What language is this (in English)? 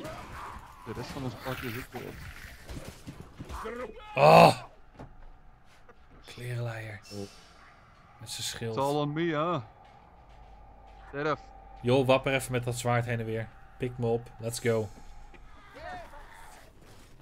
Dutch